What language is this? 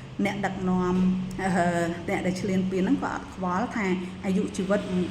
Khmer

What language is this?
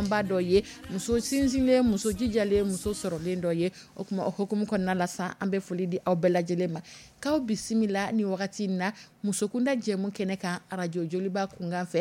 Dyula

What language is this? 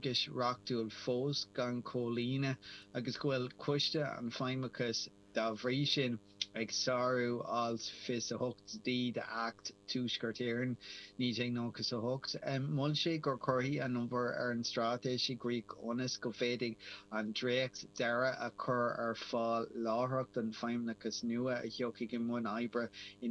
Irish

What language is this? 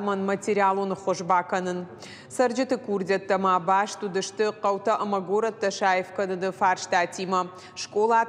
Ossetic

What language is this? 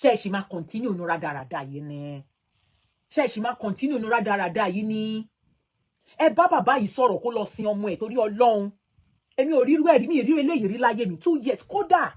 Yoruba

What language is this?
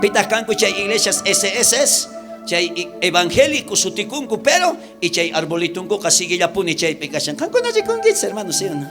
South Bolivian Quechua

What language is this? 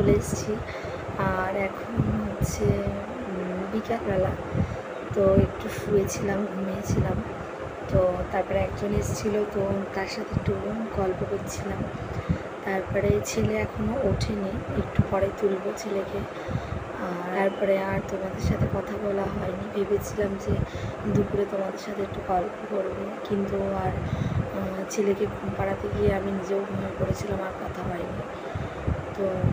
Bangla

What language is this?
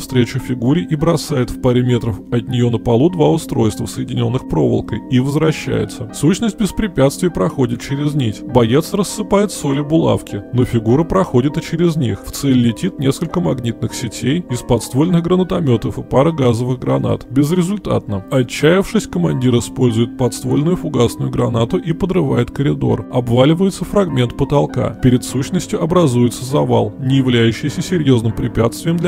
Russian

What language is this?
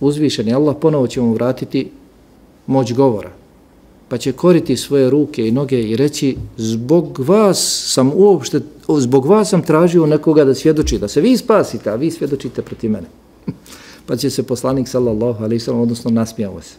Bosnian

